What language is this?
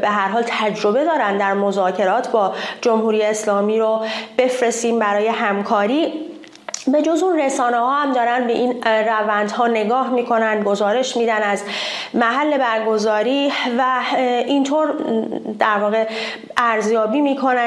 Persian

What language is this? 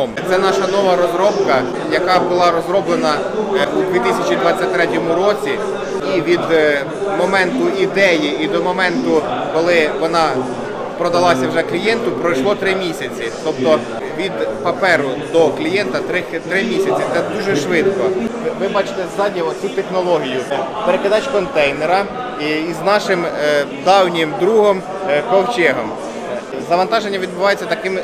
Ukrainian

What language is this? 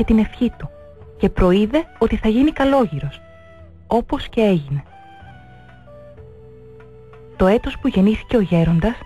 Greek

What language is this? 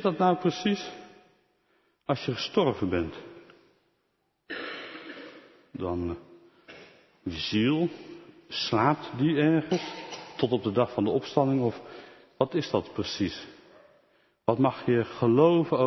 Dutch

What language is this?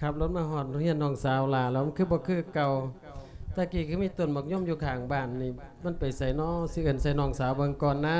Lao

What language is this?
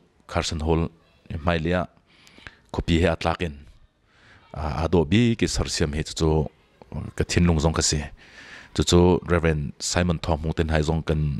Hakha Chin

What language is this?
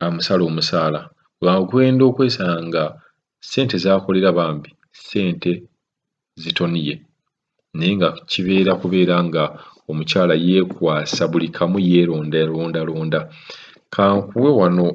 Ganda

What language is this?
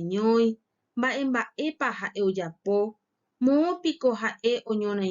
Guarani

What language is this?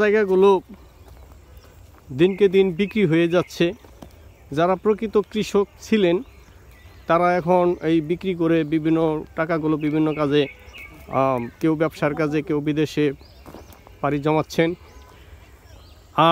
Bangla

